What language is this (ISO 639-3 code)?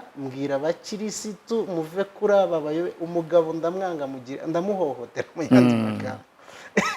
kin